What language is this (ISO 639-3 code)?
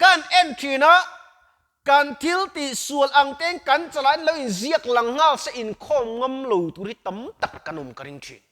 lus